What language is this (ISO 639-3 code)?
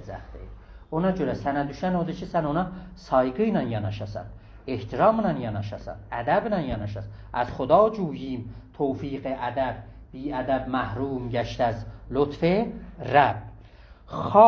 azb